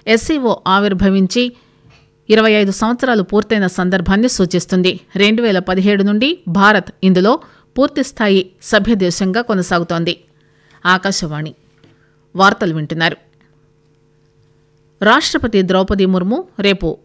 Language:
Telugu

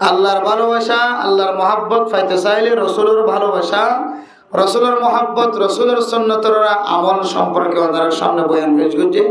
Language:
Rohingya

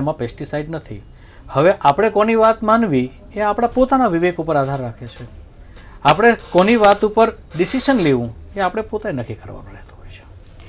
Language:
Gujarati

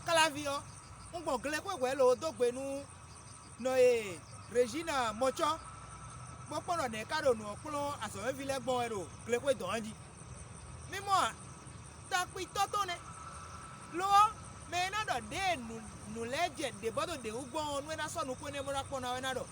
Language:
Fon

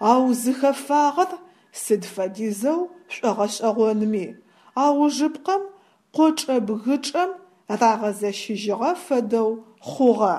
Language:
Adyghe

